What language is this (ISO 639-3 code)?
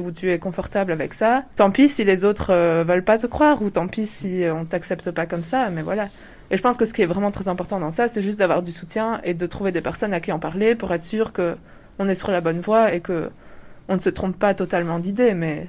fra